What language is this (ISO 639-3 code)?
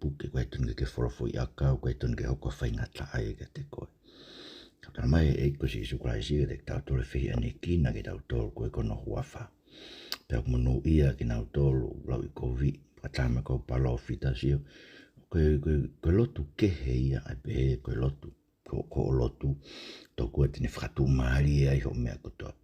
ton